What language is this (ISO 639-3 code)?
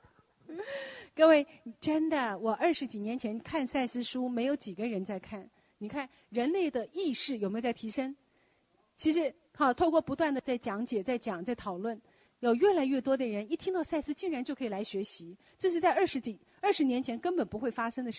zho